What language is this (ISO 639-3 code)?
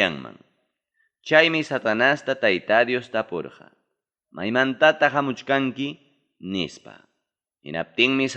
quy